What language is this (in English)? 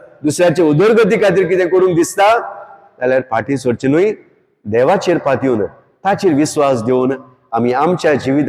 Konkani